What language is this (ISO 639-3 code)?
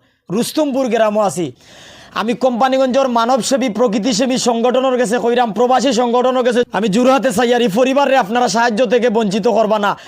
syl